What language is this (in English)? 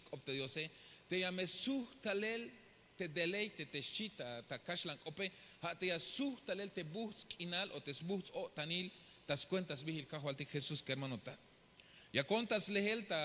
Tzeltal